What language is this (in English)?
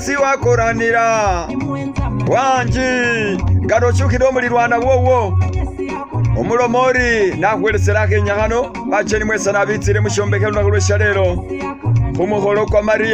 Masaaba